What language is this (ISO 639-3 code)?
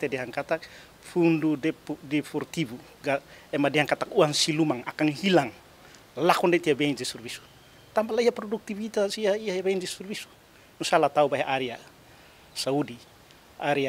tet